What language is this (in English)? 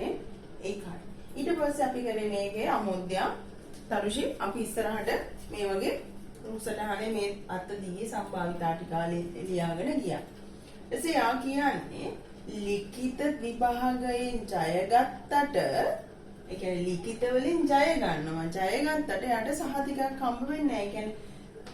Sinhala